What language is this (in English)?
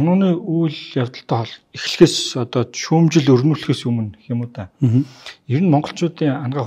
Mongolian